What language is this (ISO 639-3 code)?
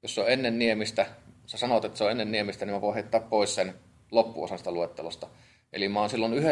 fin